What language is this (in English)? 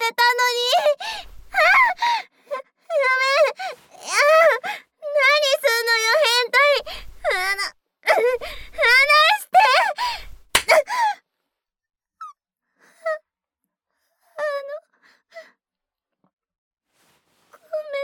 Japanese